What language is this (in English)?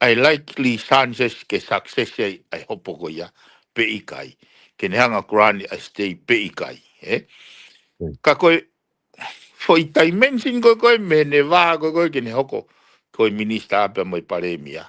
Tongan